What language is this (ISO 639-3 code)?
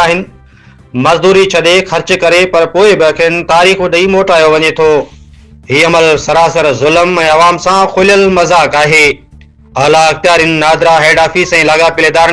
snd